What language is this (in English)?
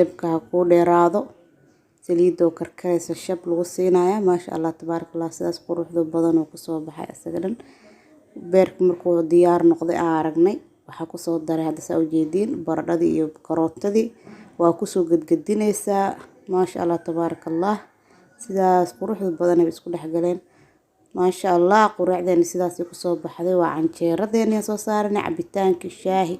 Somali